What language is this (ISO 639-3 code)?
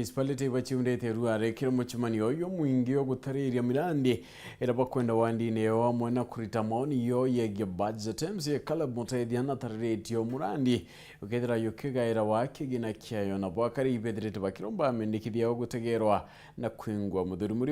mer